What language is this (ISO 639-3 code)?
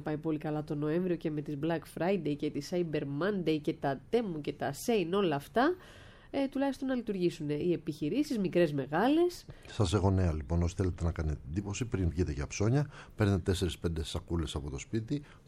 ell